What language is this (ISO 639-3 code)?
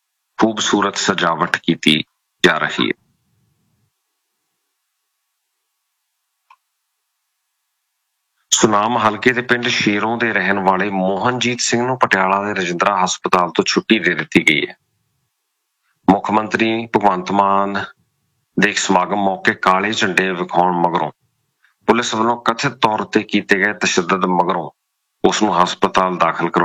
pan